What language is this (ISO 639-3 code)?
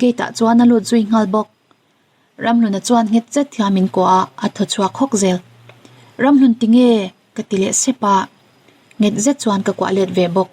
lus